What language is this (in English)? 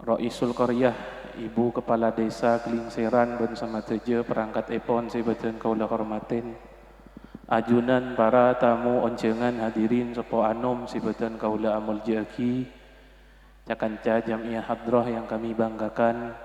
Madurese